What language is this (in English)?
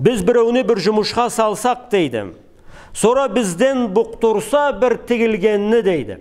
Karachay-Balkar